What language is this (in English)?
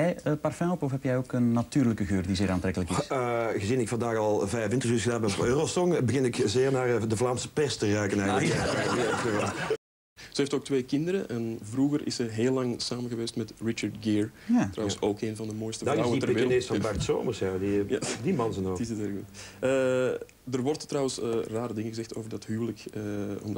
Dutch